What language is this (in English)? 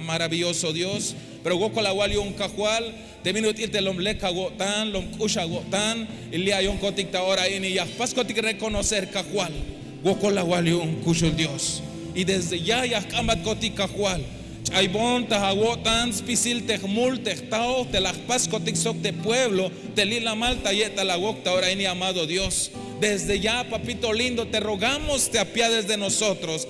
Tzeltal